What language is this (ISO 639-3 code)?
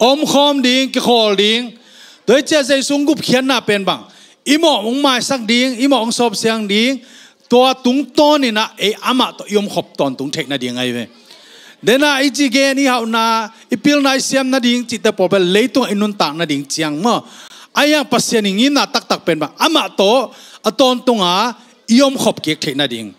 ctd